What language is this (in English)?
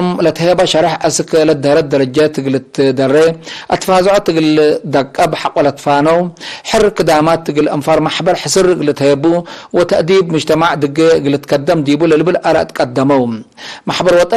Tigre